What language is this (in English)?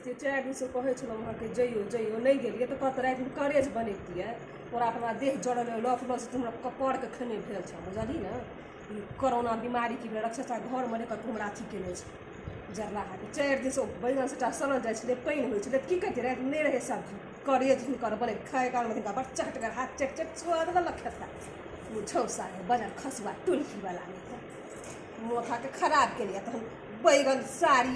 Maithili